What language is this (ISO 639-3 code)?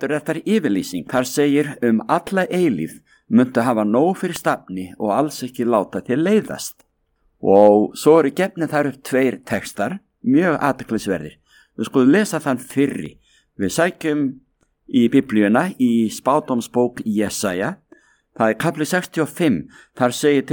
isl